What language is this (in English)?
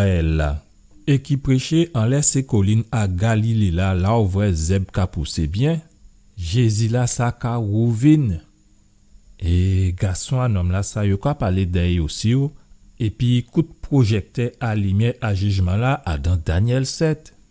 Guadeloupean Creole French